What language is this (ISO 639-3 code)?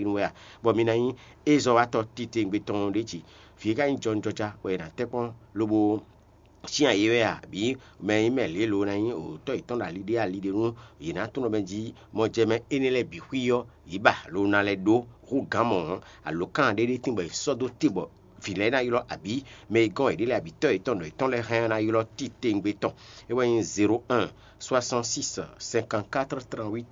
fon